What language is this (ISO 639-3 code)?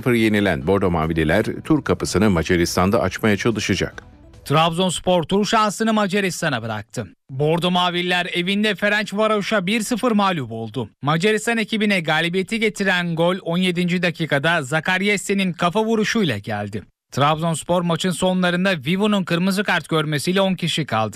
tur